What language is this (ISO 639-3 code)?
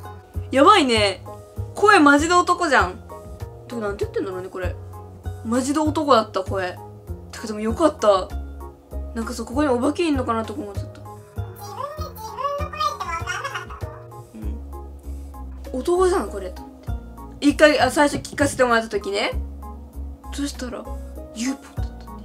jpn